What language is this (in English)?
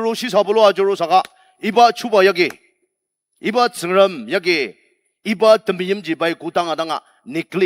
Ao Naga